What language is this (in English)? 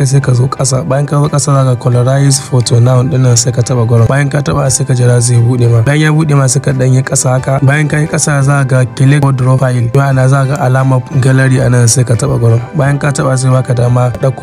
Hausa